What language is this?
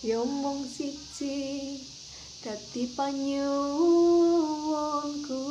Javanese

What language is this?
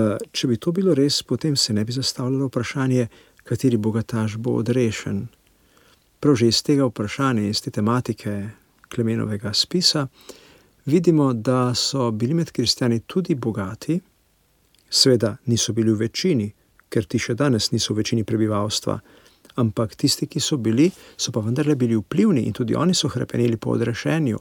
Slovenian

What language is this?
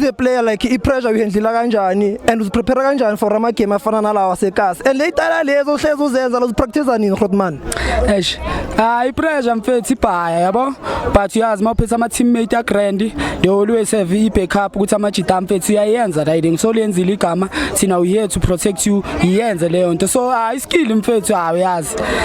Zulu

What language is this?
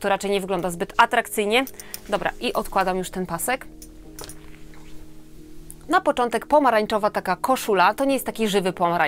Polish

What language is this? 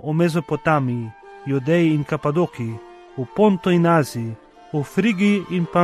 Slovenian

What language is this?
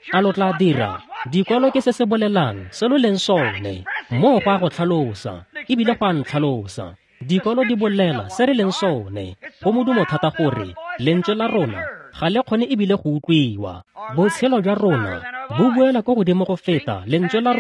Tswana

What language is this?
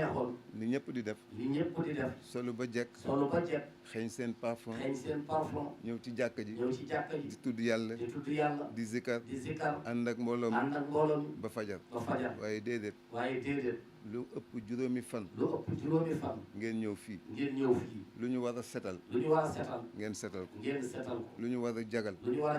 Wolof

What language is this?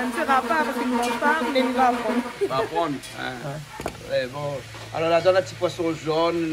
Réunion Creole French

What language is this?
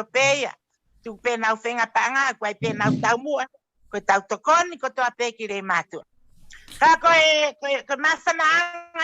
Tongan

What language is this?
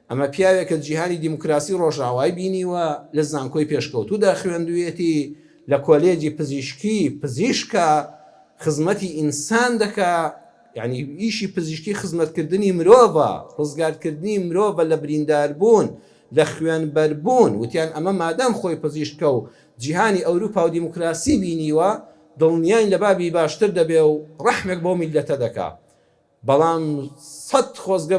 Central Kurdish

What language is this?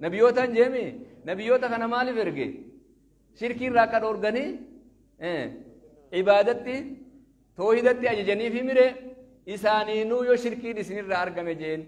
Oromo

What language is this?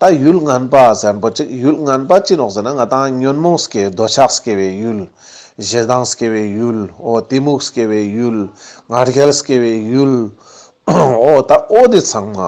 Ladakhi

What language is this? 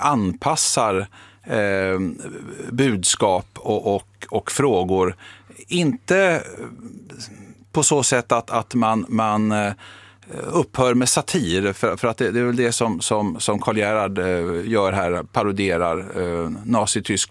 Swedish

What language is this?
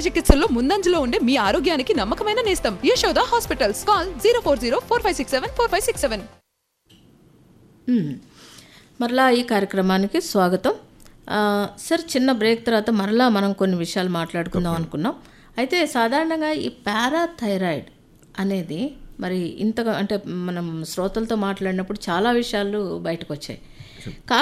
Telugu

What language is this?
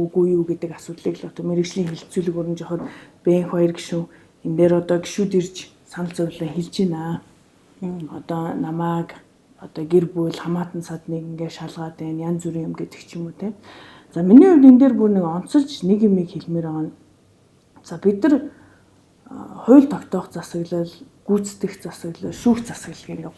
Mongolian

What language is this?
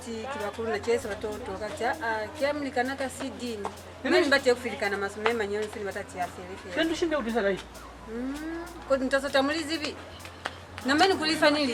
Lozi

